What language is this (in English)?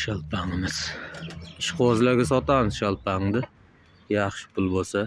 Uzbek